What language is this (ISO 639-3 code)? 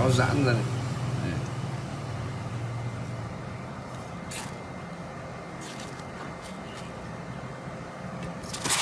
vie